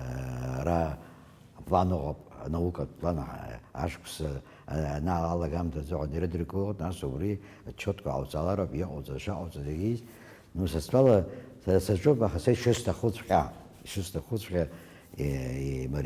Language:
Abkhazian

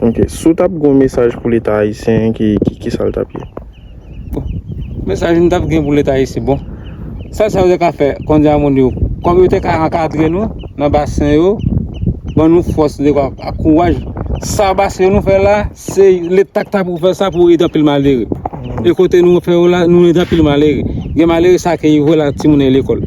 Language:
Haitian Creole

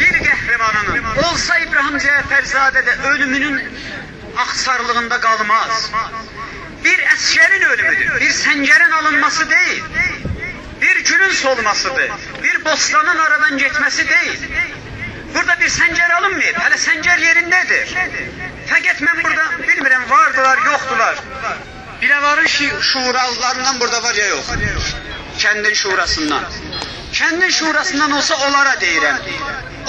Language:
South Azerbaijani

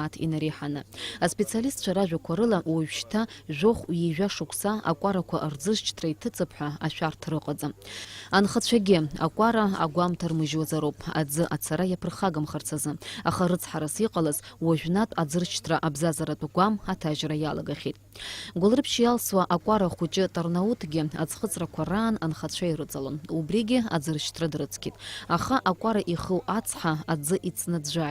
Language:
Abkhazian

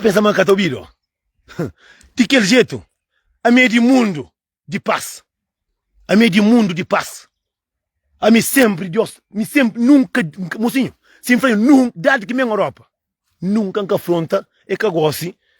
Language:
Kabuverdianu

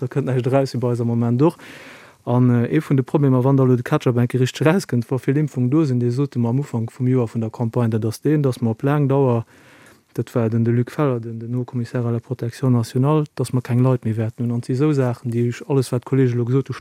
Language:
Luxembourgish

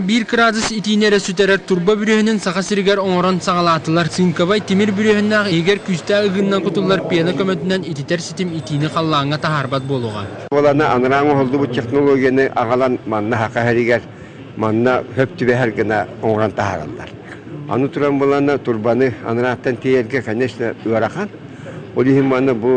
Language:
Yakut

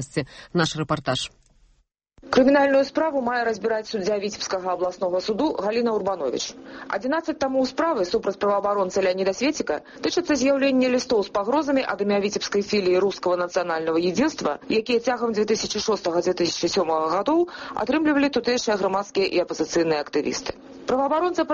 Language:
Belarusian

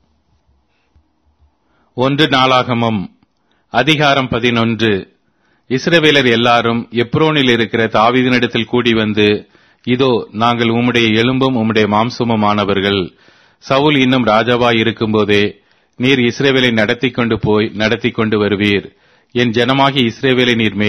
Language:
Tamil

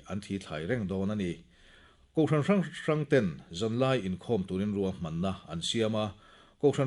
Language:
Mizo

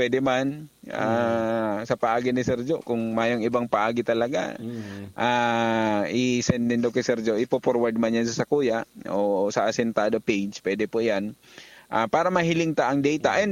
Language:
Bikol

